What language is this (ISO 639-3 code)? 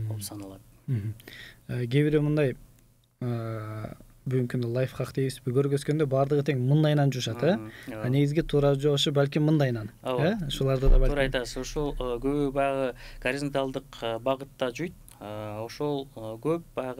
kir